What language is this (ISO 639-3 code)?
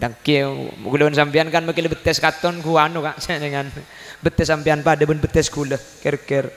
mad